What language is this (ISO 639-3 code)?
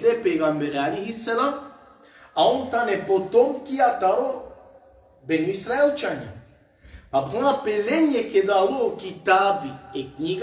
rmn